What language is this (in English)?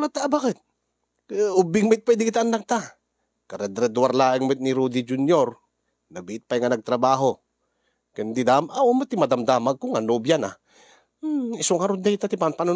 Iloko